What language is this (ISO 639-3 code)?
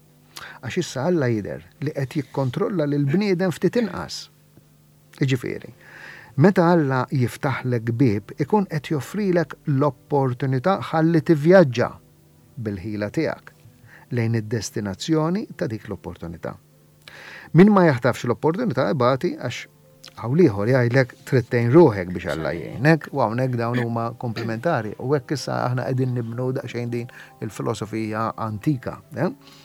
mlt